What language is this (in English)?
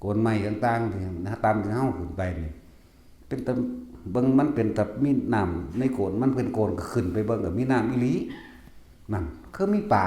Northeastern Thai